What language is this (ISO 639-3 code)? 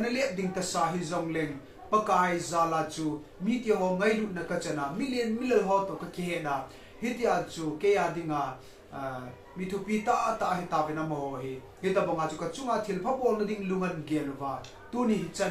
tcz